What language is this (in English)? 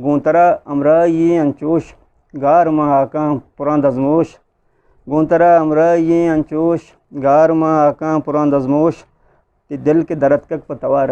Eastern Balochi